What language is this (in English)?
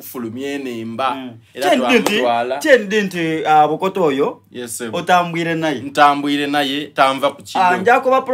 Soga